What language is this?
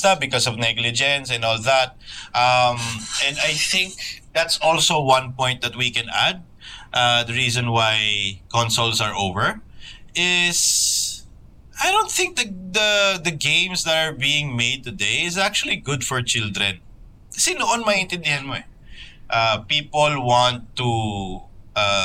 Filipino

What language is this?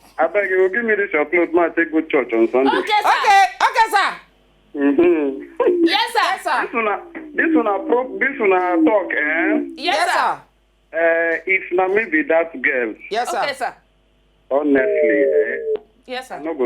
Nigerian Pidgin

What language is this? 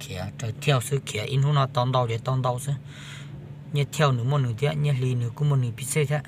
Hmong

